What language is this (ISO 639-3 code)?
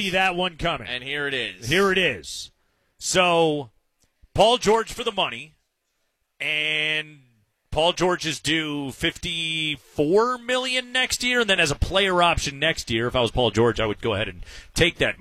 eng